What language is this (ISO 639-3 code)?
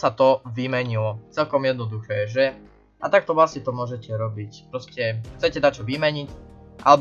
slk